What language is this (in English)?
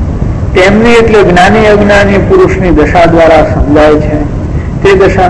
Gujarati